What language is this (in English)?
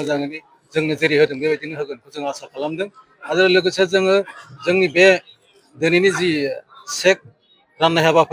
Bodo